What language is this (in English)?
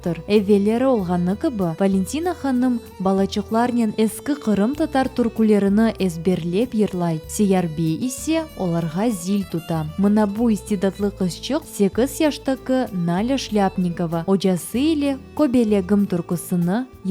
Crimean Tatar